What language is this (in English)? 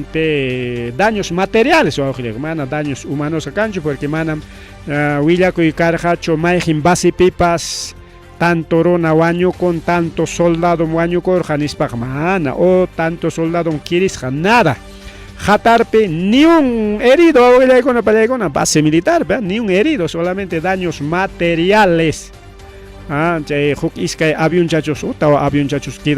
Ayacucho Quechua